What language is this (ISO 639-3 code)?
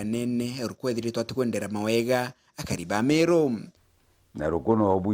mer